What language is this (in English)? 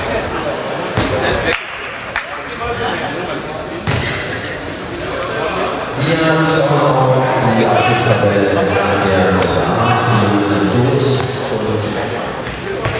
German